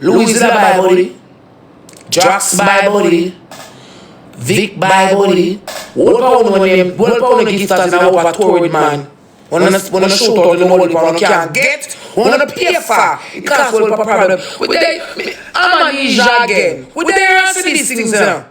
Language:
Jamaican Creole English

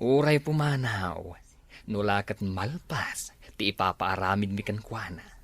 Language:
Iloko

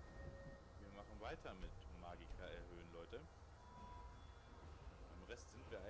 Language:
German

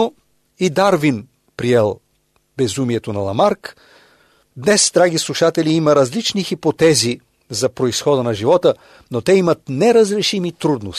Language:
Bulgarian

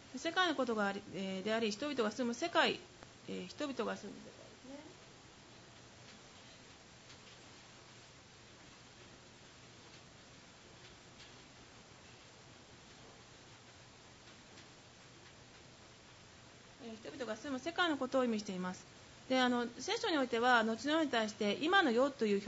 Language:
Japanese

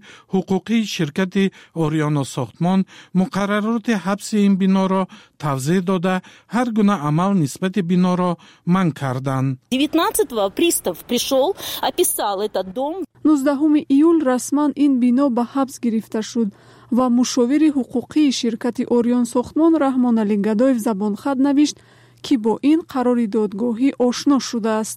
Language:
Tajik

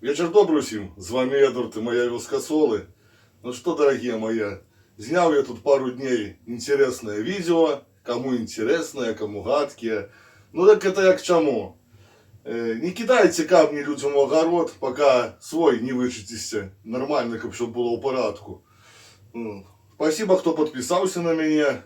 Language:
Belarusian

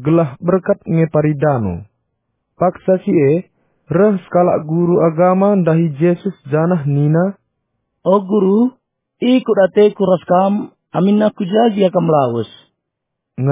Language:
Batak Karo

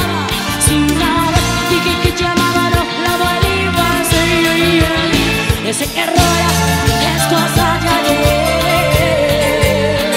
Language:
Spanish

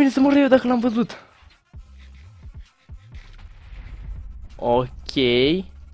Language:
Romanian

